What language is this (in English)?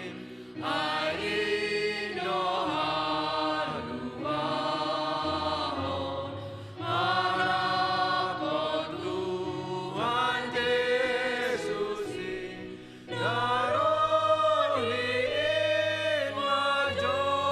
Batak Simalungun